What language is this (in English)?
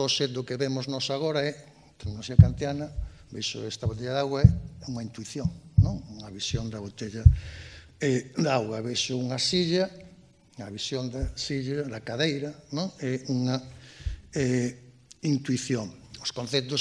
Galician